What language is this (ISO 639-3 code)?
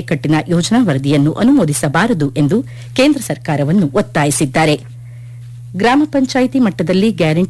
kan